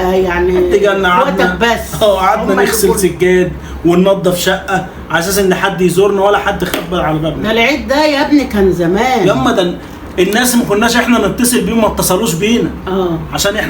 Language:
Egyptian Arabic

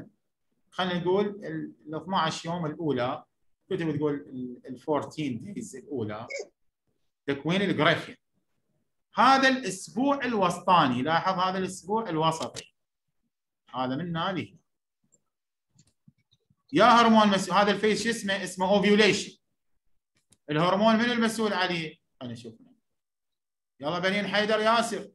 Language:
Mesopotamian Arabic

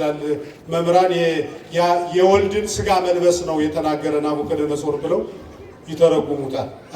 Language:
Amharic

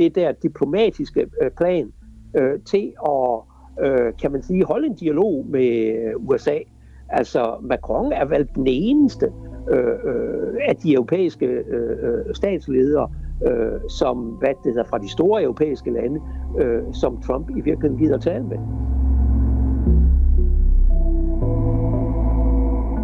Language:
Danish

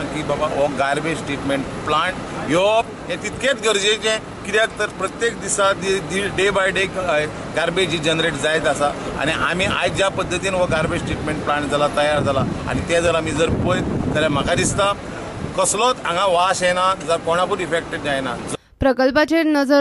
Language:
Konkani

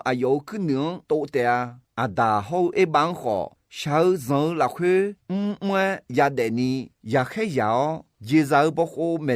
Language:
Akha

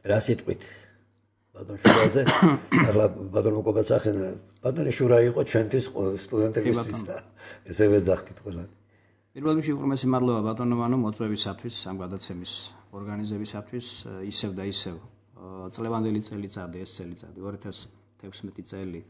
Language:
Georgian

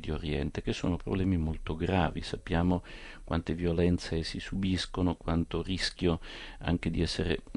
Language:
Italian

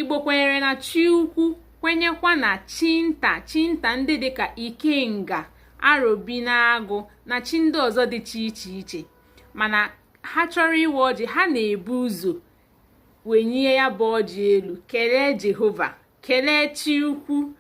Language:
Igbo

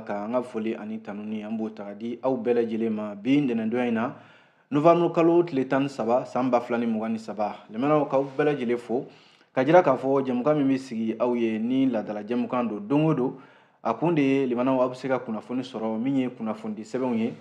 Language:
Bambara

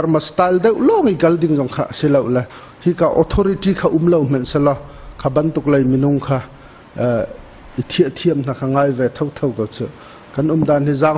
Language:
Hakha Chin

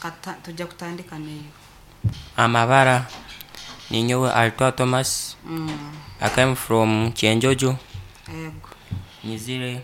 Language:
Nyankole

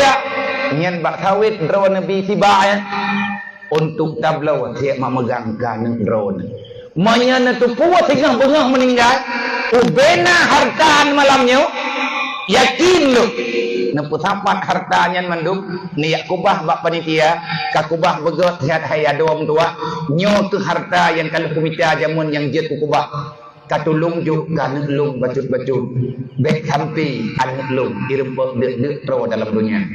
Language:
Achinese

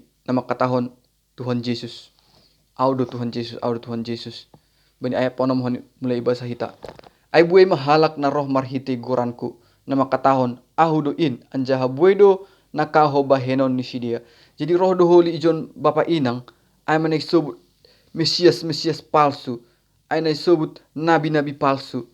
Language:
Batak Simalungun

